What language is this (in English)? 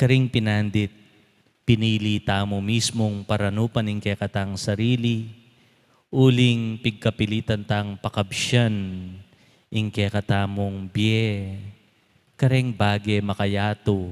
Pampanga